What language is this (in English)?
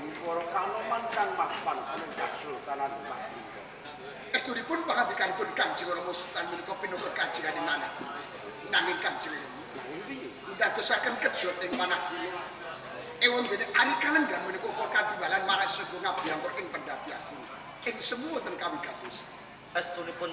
Javanese